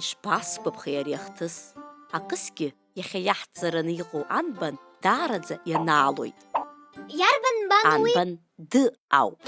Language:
Abkhazian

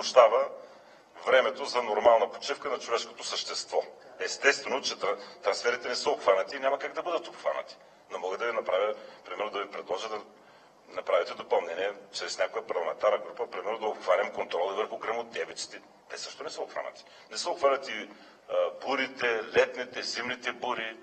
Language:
Bulgarian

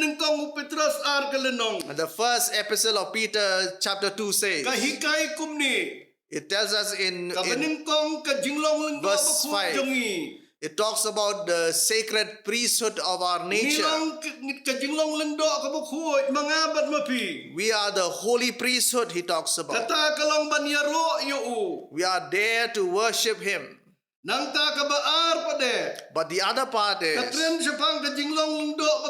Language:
Khasi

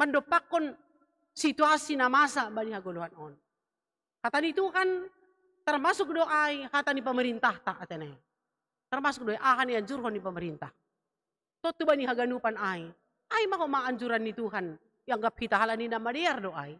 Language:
Batak Simalungun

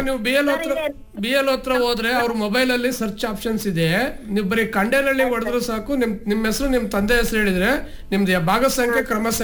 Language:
Kannada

